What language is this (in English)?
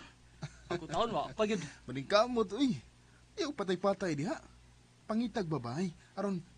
Cebuano